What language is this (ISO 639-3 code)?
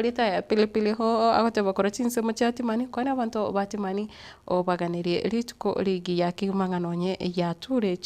guz